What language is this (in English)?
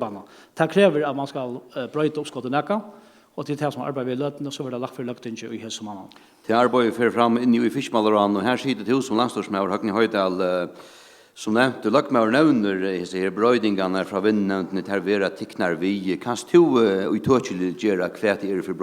Faroese